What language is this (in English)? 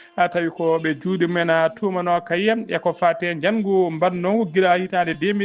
Fula